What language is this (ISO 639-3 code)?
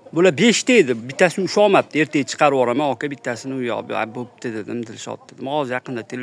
uzb